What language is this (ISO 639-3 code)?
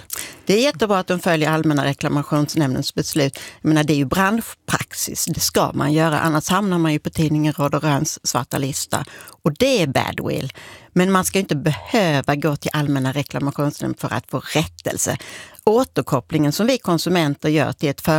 swe